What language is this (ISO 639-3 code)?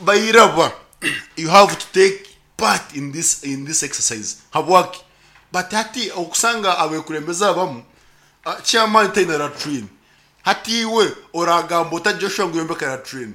nyn